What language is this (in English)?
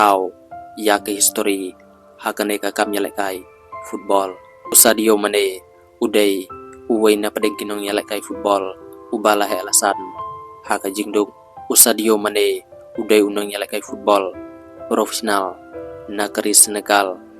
Khasi